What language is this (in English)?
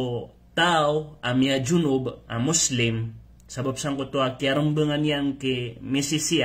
Maranao